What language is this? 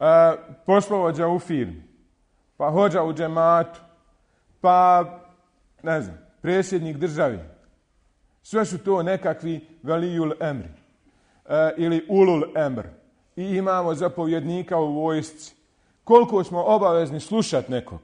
Bosnian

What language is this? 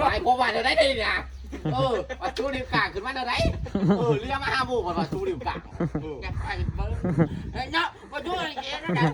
Northeastern Thai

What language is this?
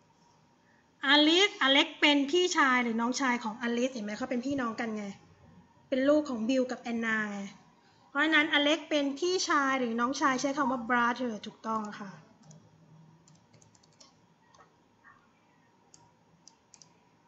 Thai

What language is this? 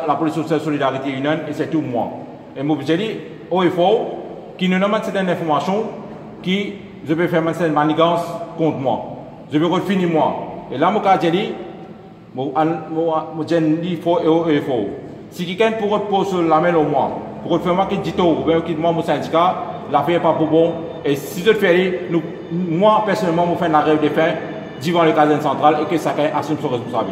Morisyen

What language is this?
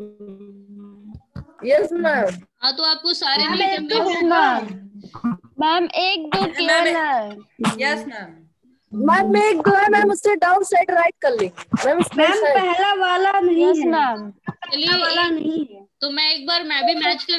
Hindi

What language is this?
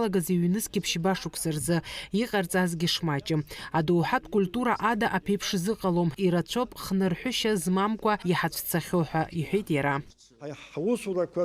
Abkhazian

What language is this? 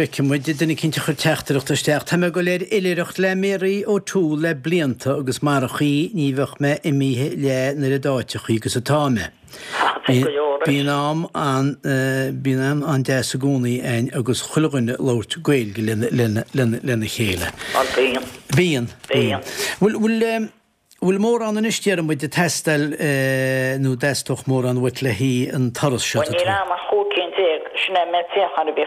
Irish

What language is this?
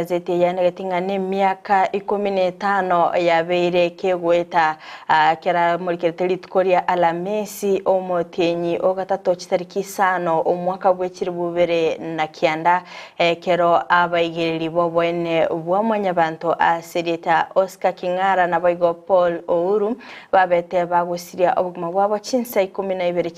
Gusii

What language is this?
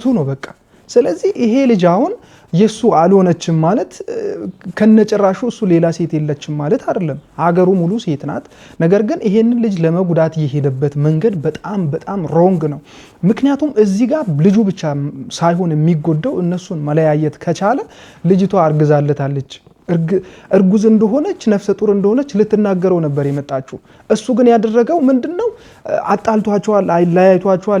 Amharic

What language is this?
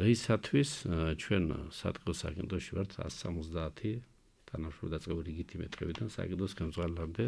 Georgian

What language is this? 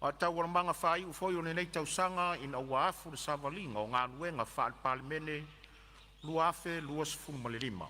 Samoan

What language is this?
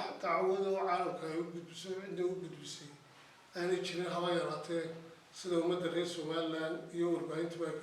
Somali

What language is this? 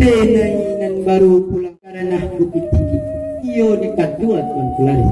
Minangkabau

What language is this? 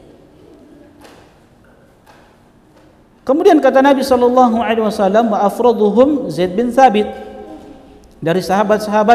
Indonesian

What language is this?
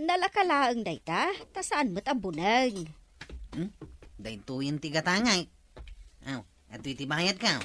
Iloko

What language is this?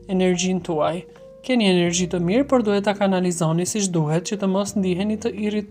Albanian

